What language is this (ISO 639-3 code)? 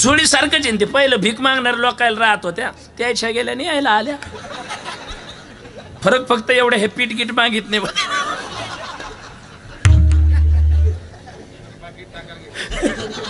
mar